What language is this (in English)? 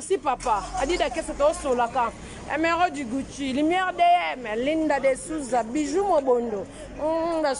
Lingala